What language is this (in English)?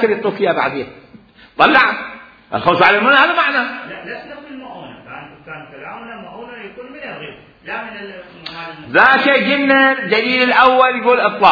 Mesopotamian Arabic